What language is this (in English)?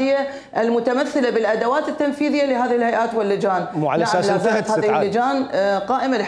Mesopotamian Arabic